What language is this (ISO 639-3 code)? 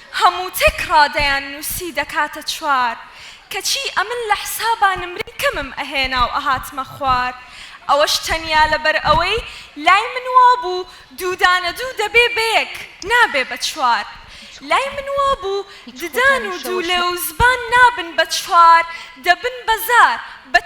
ckb